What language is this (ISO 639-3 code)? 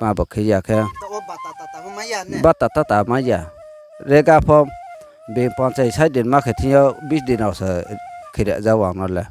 ria